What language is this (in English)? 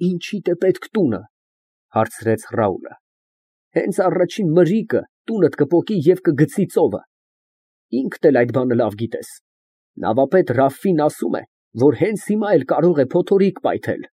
Armenian